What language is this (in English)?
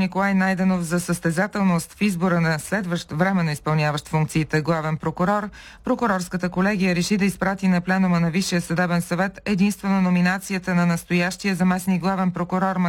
Bulgarian